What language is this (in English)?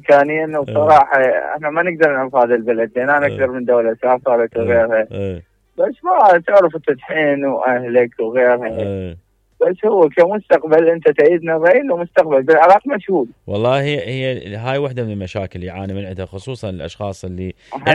Mesopotamian Arabic